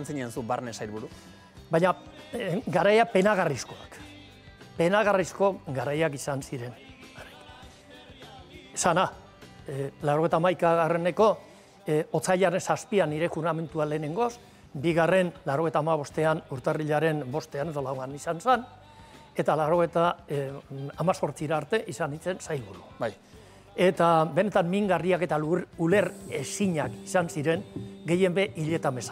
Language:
Basque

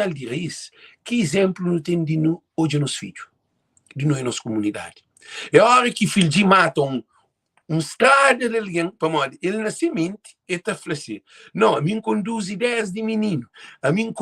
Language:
Kabuverdianu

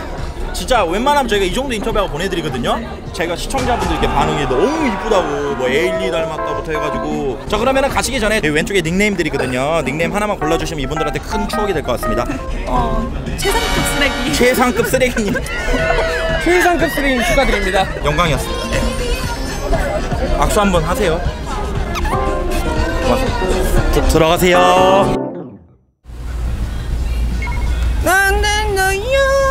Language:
Korean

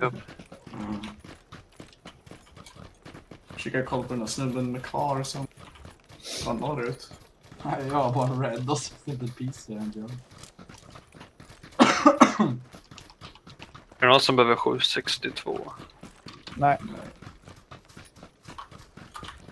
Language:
Swedish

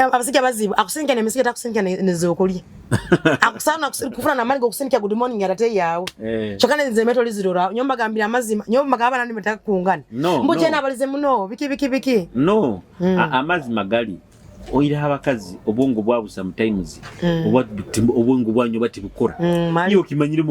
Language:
Nyoro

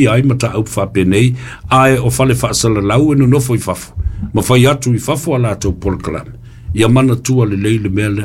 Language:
Samoan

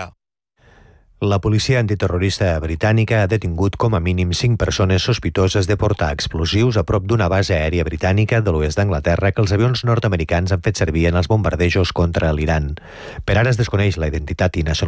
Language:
Catalan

